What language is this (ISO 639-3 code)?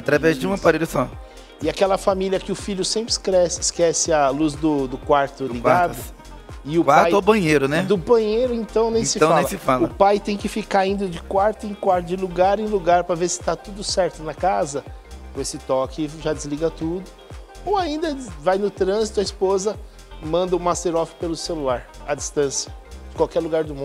por